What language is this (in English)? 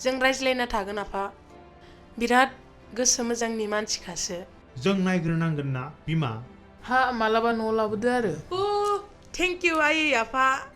Bodo